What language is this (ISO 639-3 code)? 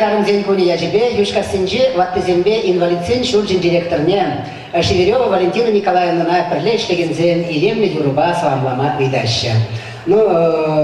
chv